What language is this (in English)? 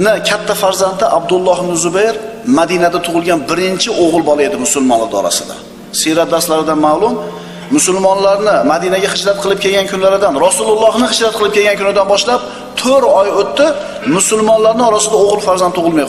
Uzbek